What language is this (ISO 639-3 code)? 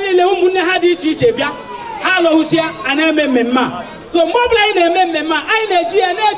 ibo